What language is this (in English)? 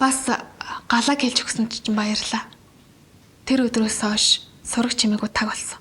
Mongolian